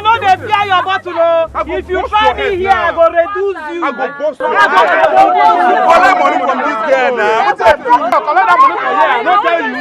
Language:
Nigerian Pidgin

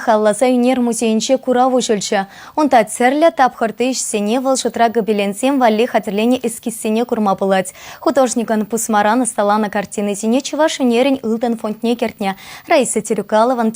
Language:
Chuvash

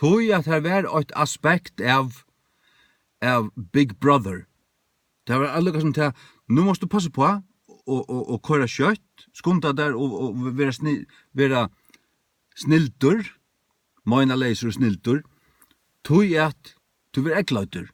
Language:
Faroese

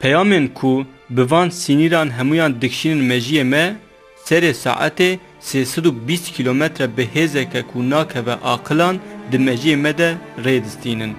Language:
Kurdish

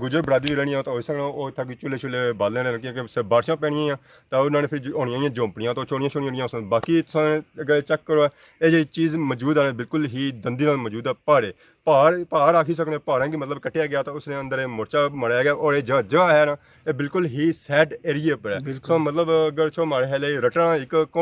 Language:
Pahari-Potwari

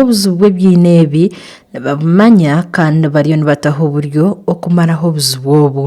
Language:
Nyankole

